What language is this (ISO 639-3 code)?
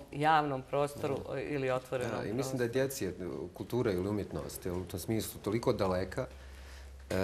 bos